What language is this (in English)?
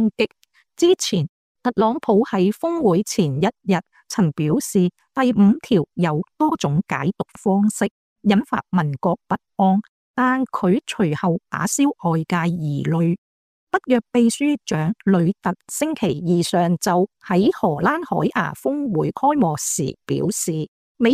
Cantonese